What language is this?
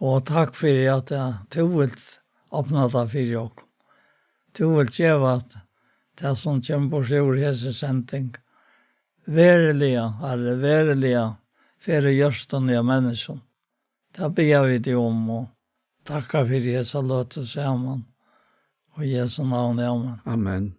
Faroese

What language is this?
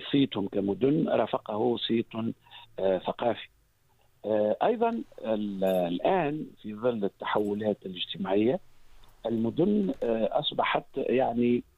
Tunisian Arabic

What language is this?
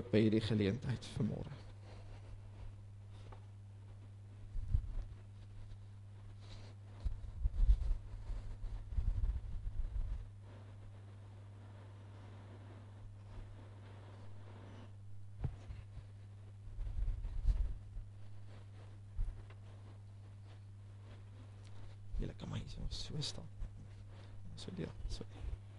Afrikaans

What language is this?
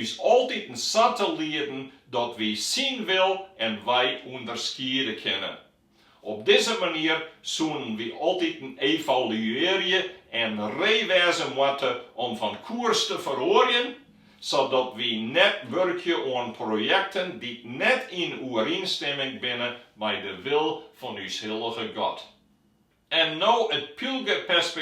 Western Frisian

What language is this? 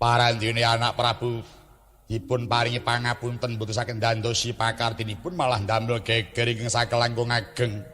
Javanese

